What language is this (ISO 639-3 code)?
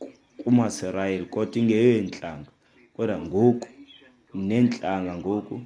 xho